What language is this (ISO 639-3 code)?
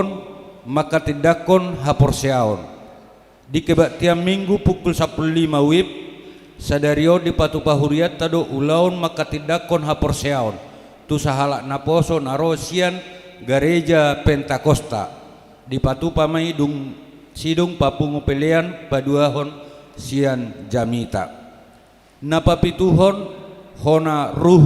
bbc